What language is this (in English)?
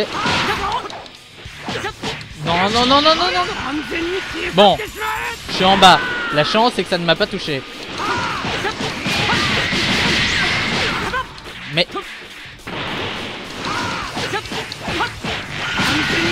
French